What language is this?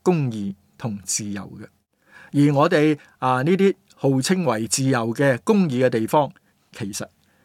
Cantonese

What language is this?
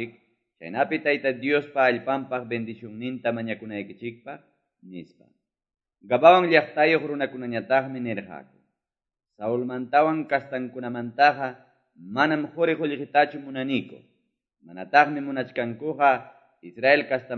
Quechua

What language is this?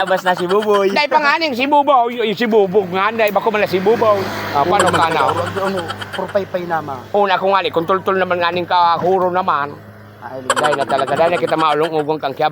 Bikol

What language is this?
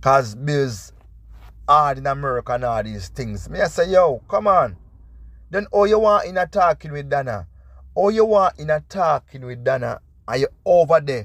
Jamaican Creole English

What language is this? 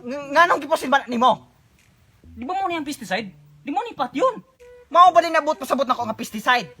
Cebuano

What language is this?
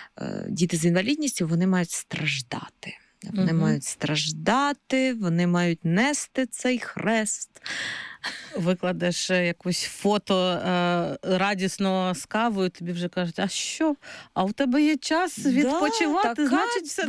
Ukrainian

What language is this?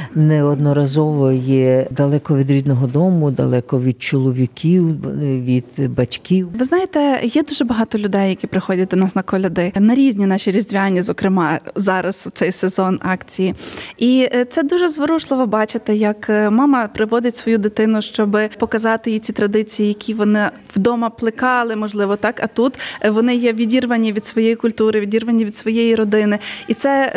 Ukrainian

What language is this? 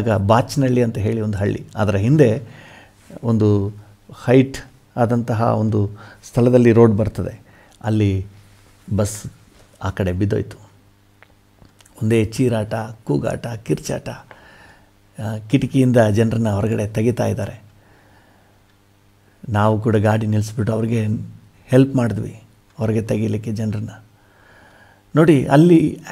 Kannada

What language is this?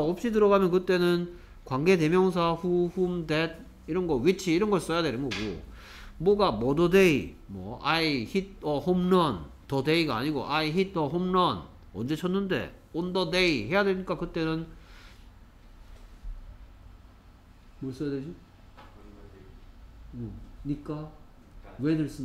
Korean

